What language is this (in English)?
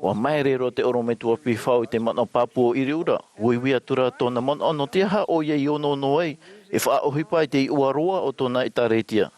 Tahitian